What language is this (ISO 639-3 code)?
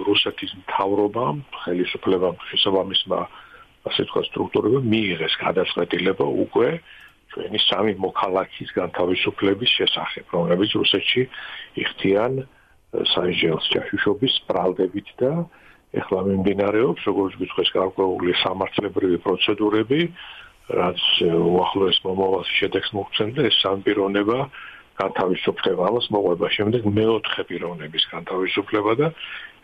kat